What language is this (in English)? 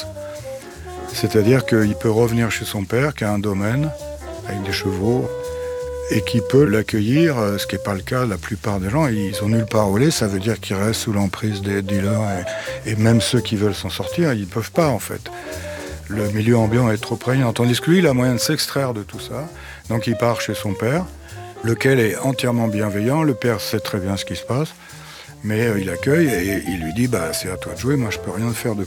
French